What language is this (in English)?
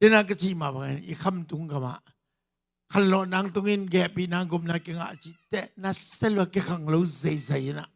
Tedim Chin